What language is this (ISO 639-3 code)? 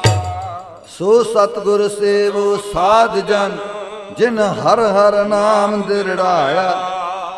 pan